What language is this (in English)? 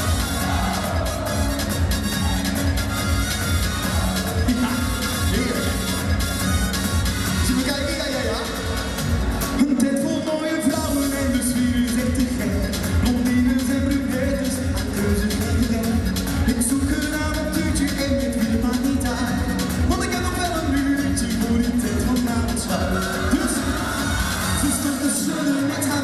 Dutch